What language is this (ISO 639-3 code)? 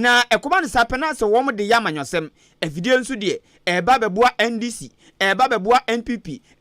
aka